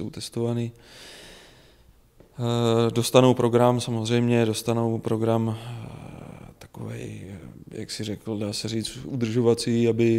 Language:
Czech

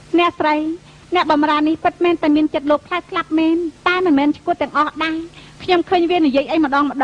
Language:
Khmer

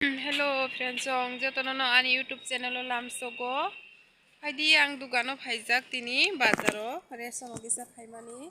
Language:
Kok Borok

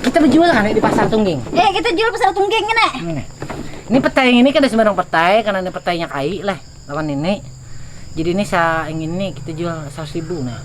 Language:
Banjar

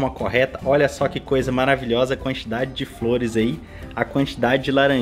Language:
Portuguese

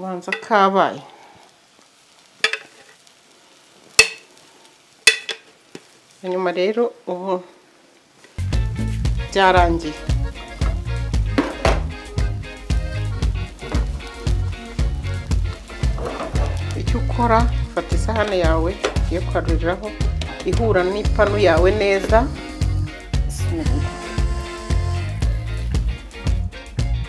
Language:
Kinyarwanda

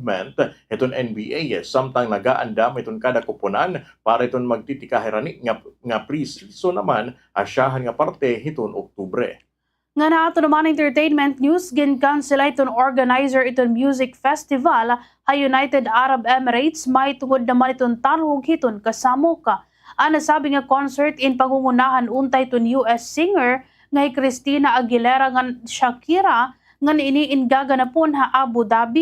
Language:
Waray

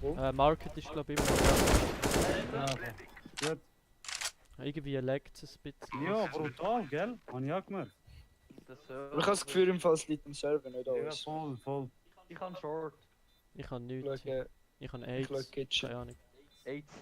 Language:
Swiss German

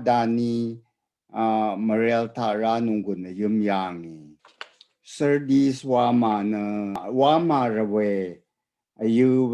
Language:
Rawang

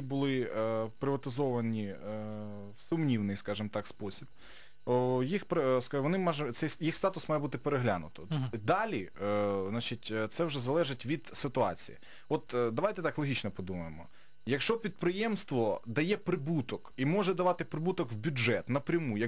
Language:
Ukrainian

